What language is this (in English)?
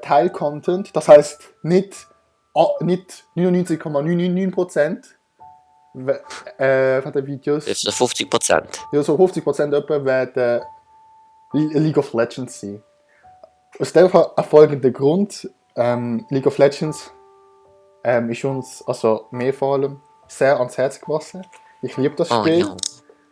Swiss German